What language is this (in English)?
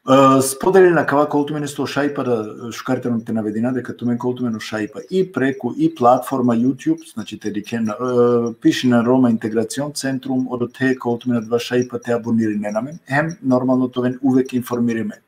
Balkan Romani